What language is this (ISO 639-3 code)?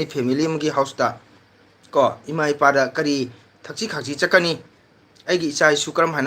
mni